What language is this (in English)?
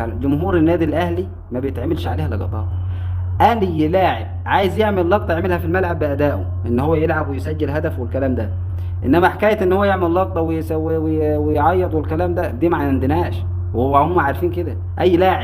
Egyptian Arabic